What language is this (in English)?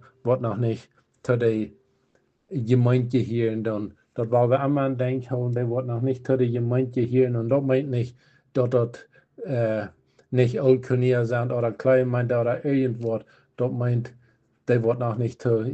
Plautdietsch